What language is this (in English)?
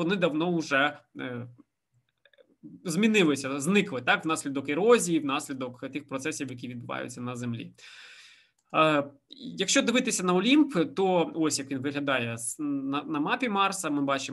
Ukrainian